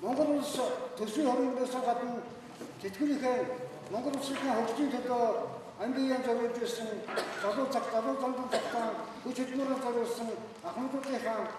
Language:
Mongolian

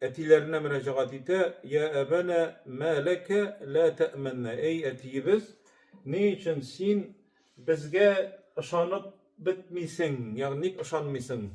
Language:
Tatar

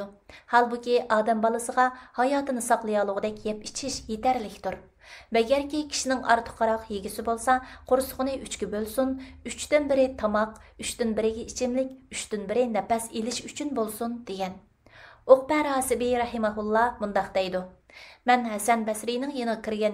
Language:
Uyghur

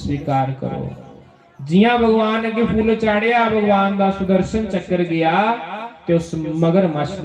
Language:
Dogri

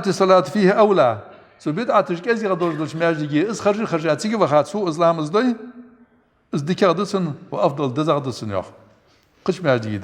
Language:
Ingush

